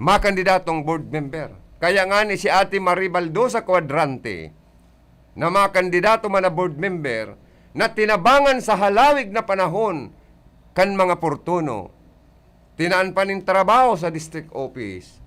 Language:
Bikol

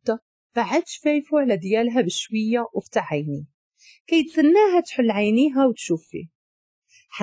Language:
Moroccan Arabic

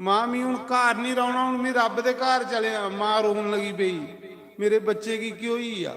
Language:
Dogri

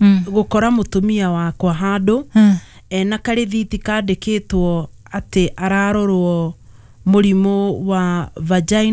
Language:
Kikuyu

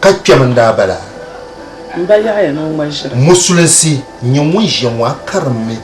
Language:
Dagbani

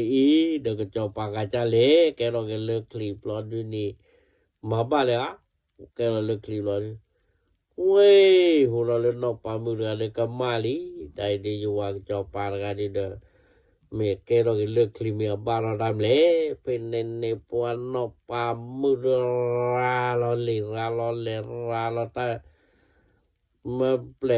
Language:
S'gaw Karen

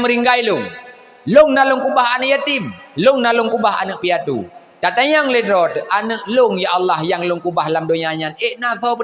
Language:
Achinese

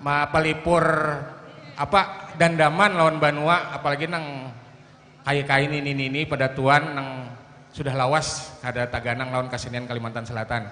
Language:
Banjar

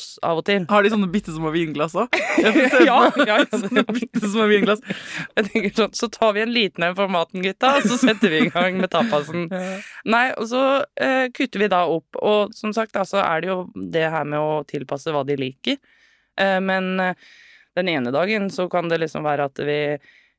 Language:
Norwegian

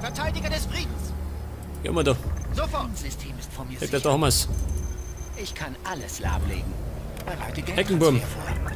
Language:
Bavarian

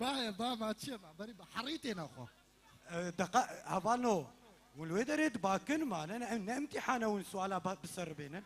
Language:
Kurdish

